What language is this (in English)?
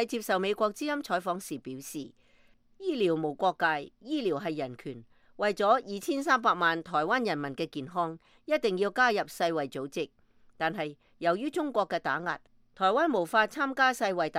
Cantonese